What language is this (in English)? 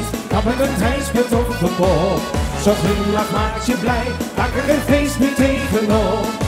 Dutch